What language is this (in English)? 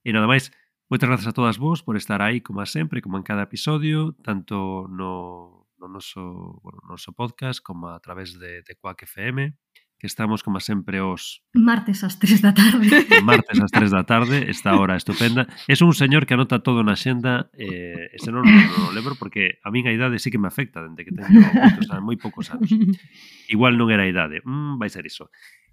Galician